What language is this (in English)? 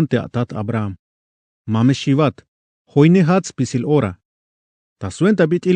Tzeltal